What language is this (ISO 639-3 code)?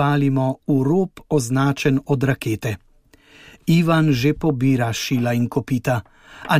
slv